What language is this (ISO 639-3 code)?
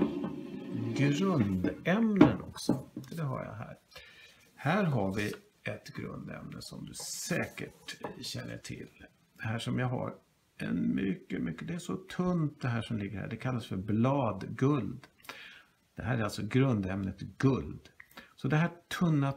swe